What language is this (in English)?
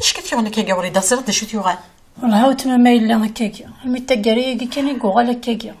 Kabyle